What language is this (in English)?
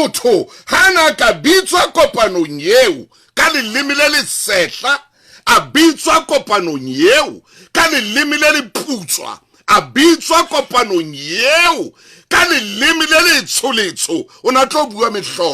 Southern Sotho